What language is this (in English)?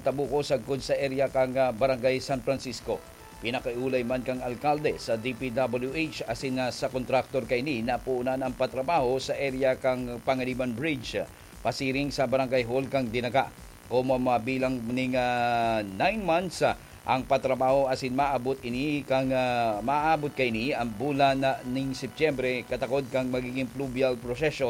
Bikol